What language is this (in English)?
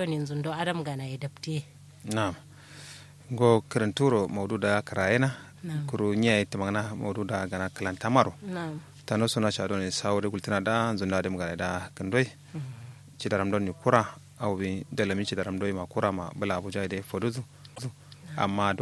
Kanuri